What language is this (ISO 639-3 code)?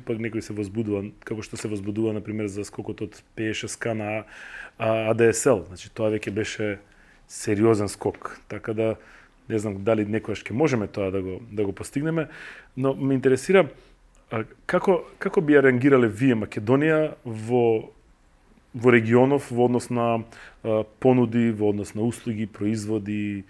mkd